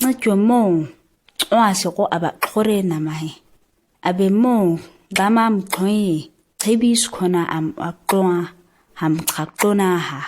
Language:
ǁGana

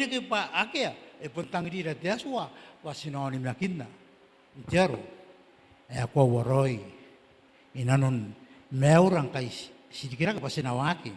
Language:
Gilbertese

